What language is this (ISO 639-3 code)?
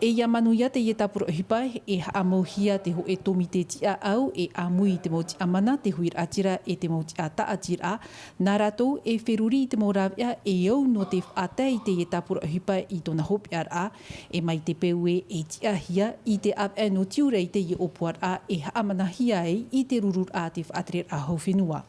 tah